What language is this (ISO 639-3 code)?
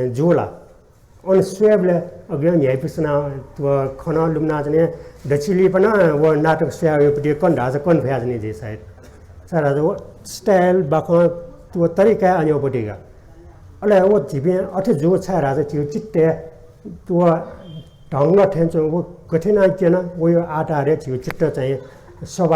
new